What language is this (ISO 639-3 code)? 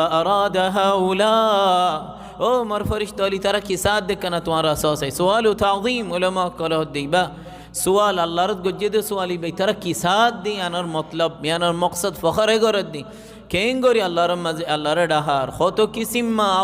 rhg